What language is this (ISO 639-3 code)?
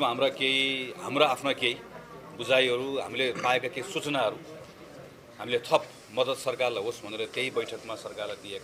nep